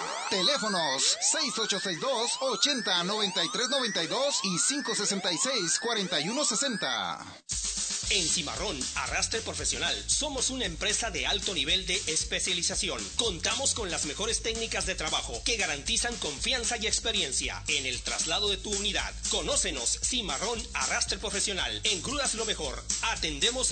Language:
Spanish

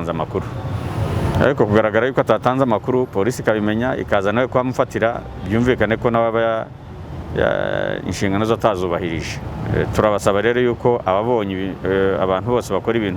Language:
Kinyarwanda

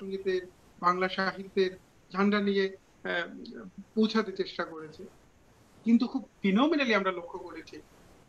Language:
Bangla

